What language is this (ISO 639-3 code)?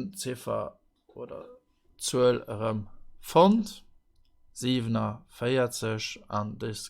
ltz